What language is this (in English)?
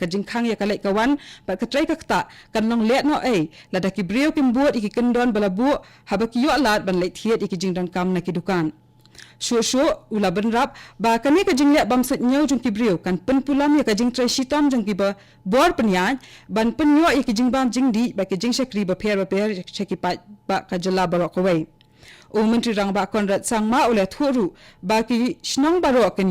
Khasi